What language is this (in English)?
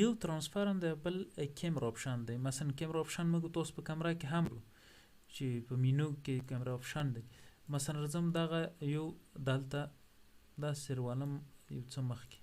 Pashto